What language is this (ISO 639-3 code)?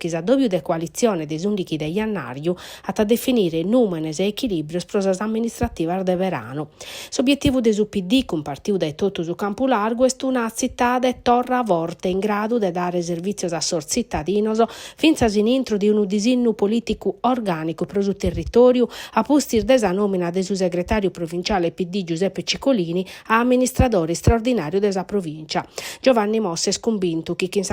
srd